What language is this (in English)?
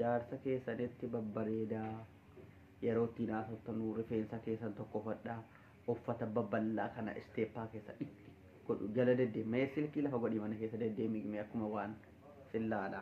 Oromo